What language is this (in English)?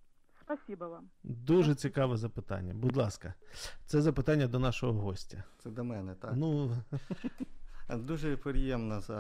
Ukrainian